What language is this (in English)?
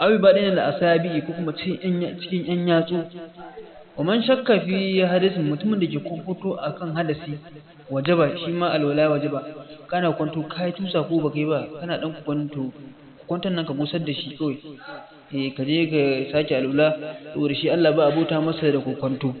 Hausa